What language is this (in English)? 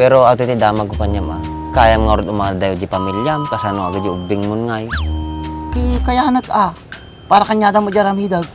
Iloko